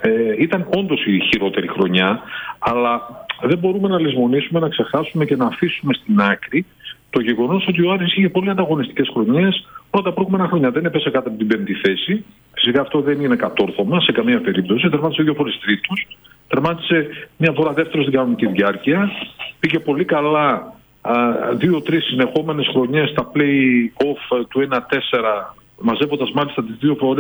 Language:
Greek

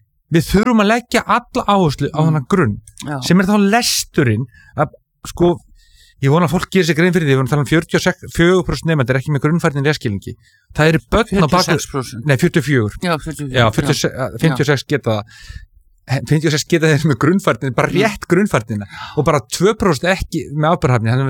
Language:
Icelandic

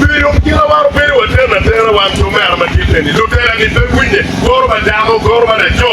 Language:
Acoli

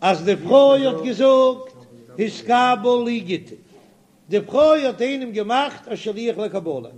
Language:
Yiddish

